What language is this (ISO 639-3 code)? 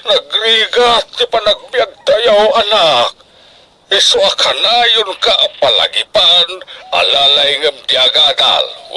ilo